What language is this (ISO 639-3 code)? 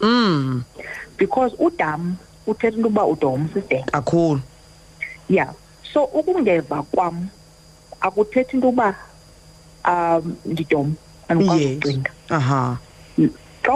xho